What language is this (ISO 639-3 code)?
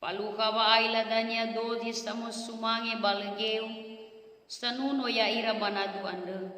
nia